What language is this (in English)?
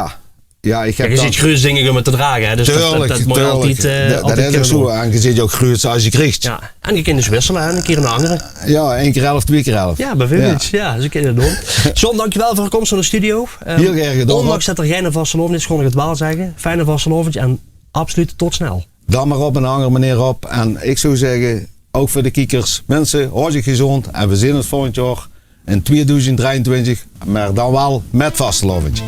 Limburgish